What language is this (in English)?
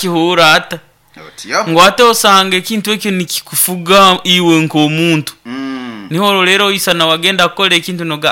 Nyankole